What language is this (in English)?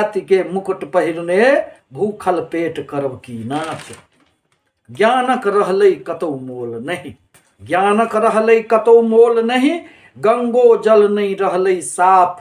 Maithili